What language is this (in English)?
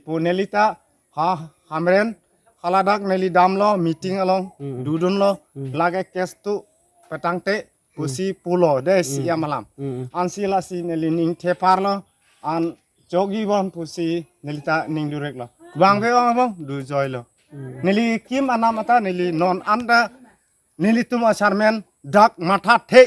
Karbi